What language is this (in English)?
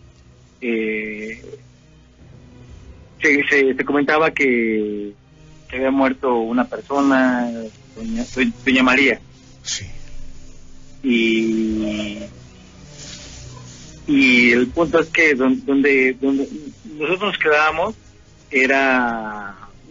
Spanish